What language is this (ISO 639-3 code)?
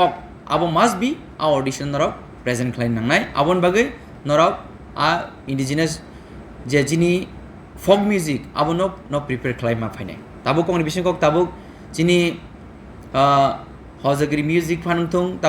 trp